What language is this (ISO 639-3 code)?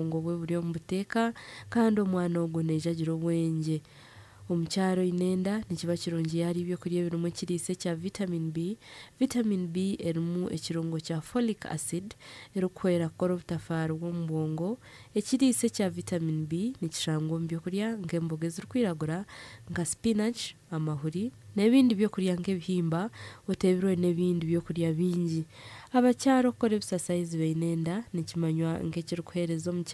nyn